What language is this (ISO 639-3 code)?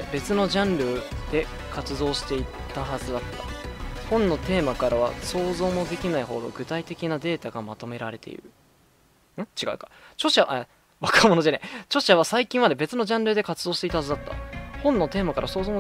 jpn